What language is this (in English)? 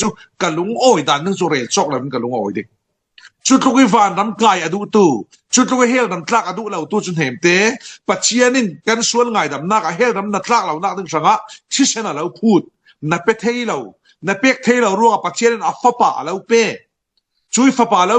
Falam Chin